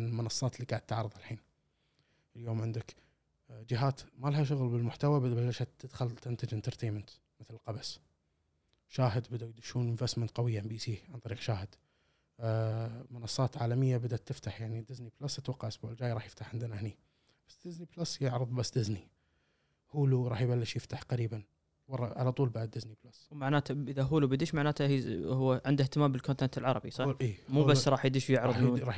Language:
Gulf Arabic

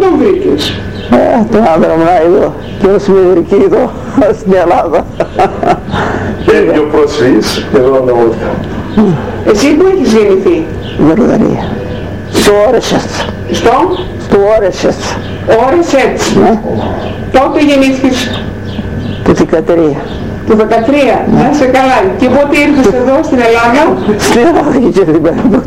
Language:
Greek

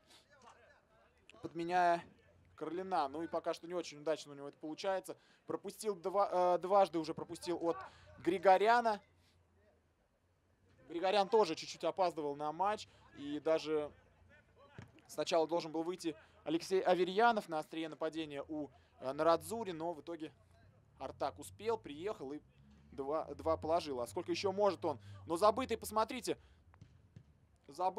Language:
Russian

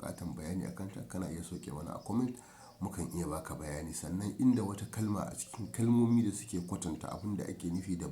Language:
Hausa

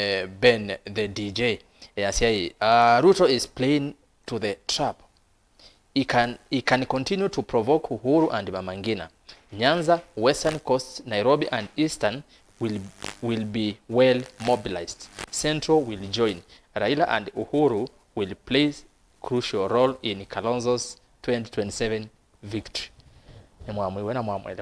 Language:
Kamba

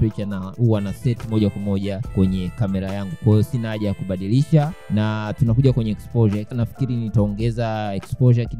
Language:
Swahili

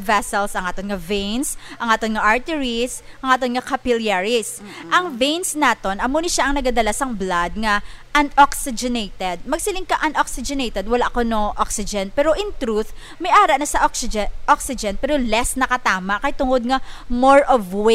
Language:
Hiligaynon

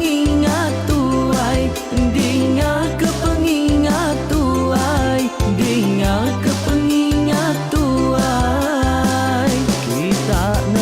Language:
Iban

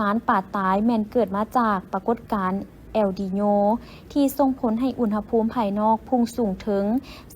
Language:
Lao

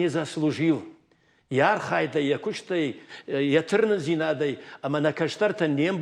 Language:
Ossetic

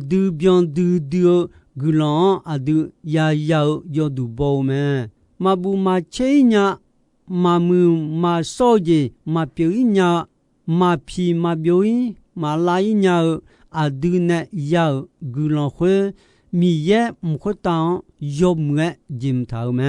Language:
Akha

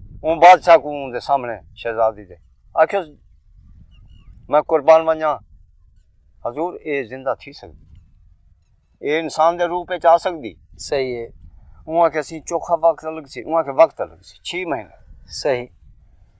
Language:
Saraiki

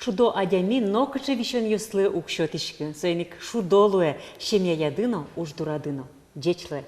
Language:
Udmurt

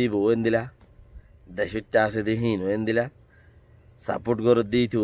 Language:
Rohingya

